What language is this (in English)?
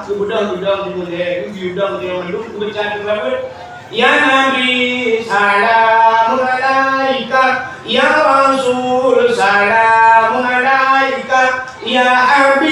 Achinese